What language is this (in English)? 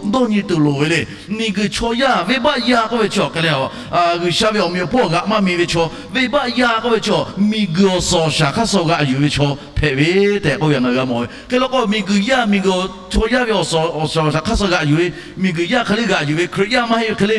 Lahu